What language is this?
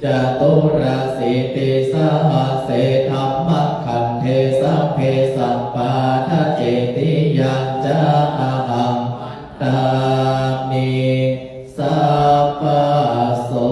Pali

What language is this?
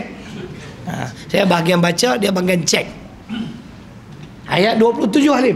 Malay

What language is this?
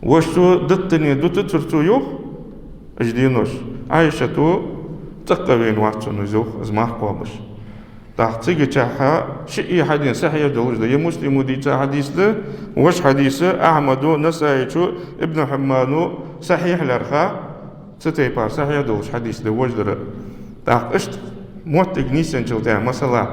Ingush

